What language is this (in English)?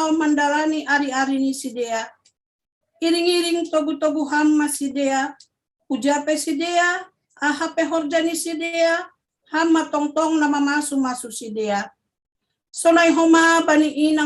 Batak Simalungun